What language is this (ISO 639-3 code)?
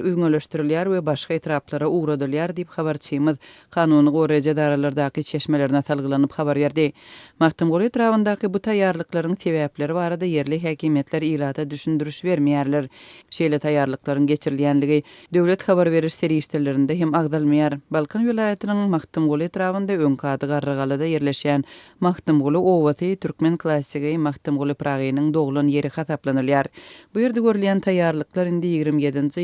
tuk